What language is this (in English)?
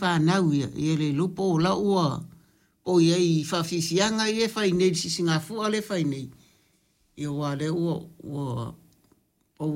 Samoan